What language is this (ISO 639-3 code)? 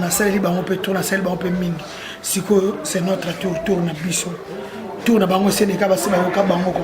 lin